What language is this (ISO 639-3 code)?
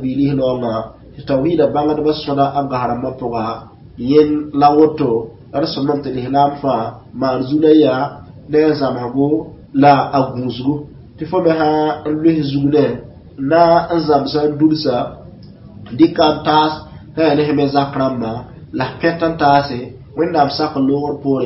mos